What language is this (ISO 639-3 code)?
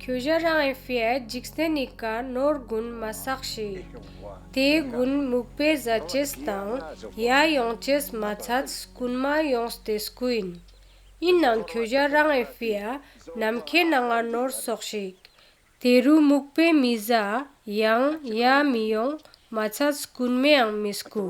lbj